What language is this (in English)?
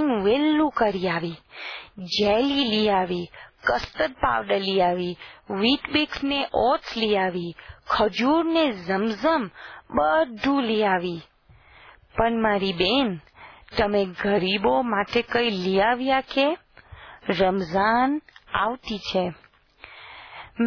Gujarati